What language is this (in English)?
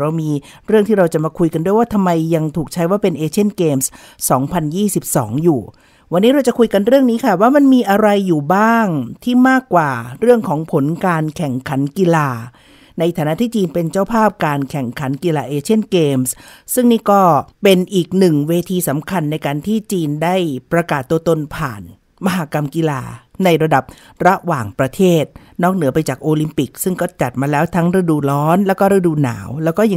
Thai